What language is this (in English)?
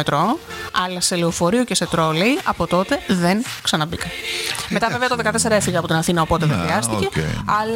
Greek